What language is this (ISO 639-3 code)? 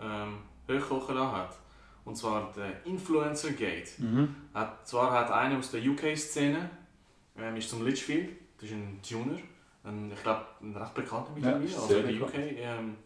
gsw